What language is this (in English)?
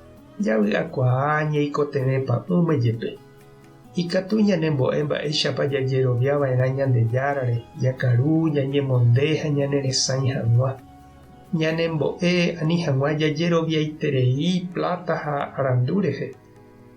Guarani